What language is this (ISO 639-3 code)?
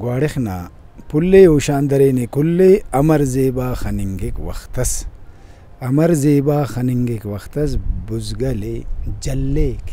brh